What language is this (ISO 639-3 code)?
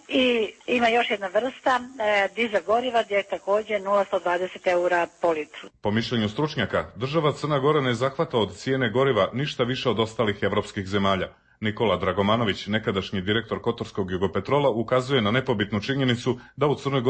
hrv